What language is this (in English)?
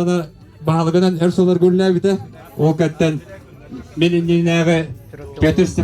Yakut